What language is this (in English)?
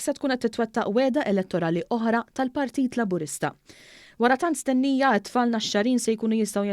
Maltese